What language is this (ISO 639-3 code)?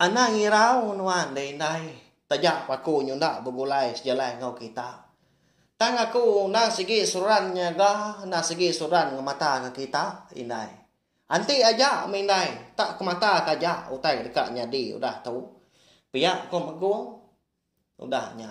iba